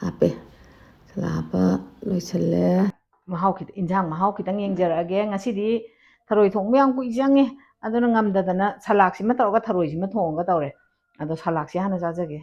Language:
Manipuri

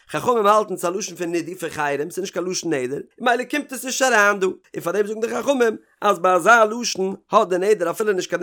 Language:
Yiddish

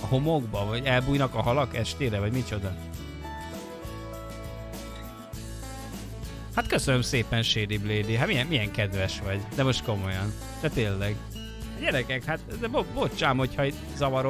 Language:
Hungarian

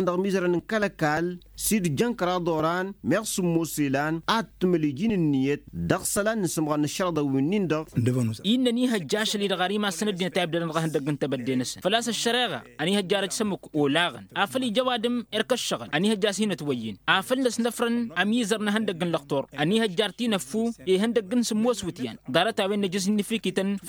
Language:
Tamasheq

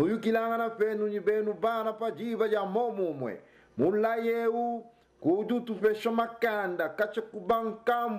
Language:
Luba-Lulua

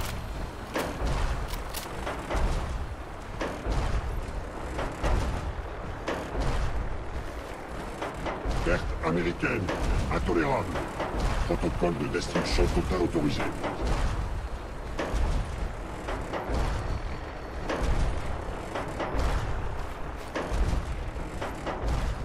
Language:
French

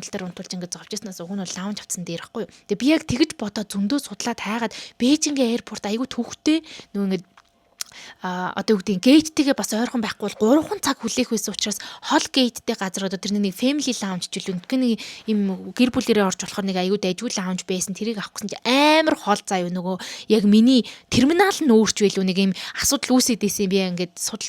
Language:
Mongolian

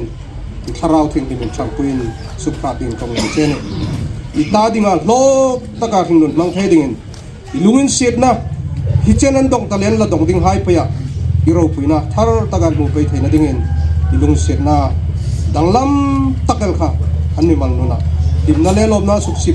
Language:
Hmar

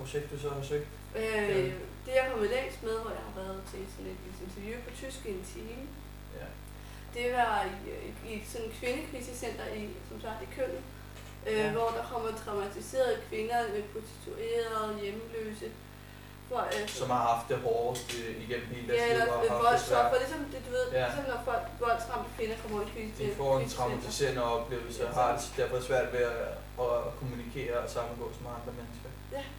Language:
Danish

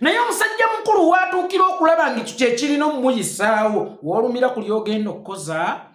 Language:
Ganda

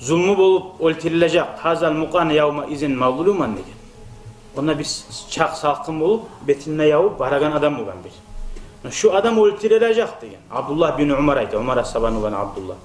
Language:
Kumyk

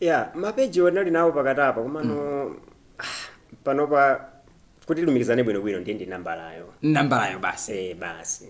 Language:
Nyanja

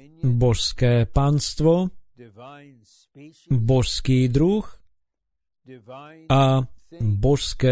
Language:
Slovak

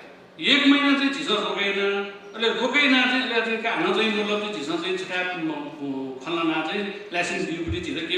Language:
Newari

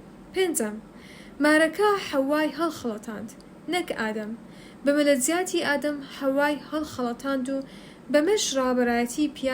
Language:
Central Kurdish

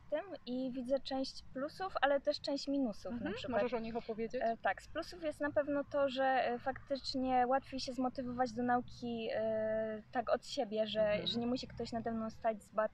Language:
Polish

